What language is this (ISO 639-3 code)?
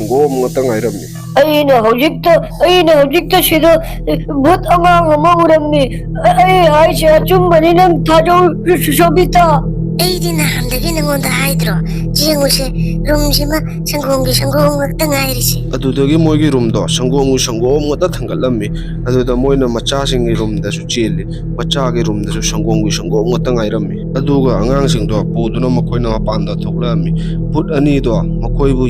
mni